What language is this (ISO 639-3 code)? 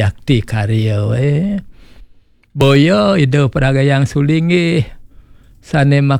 ban